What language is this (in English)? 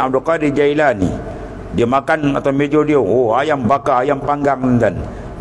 Malay